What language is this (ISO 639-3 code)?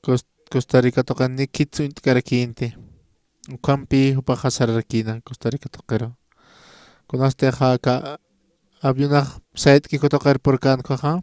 aym